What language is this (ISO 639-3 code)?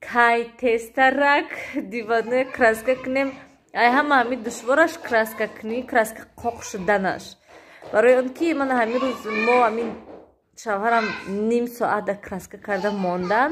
tgk